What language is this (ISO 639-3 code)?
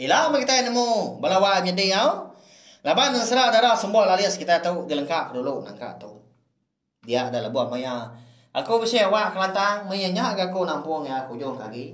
iba